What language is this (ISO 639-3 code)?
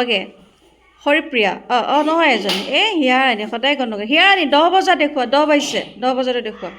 asm